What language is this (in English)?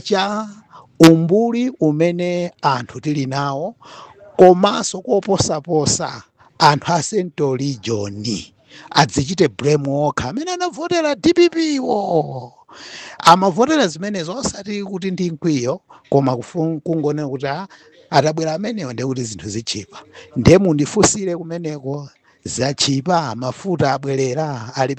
Nyanja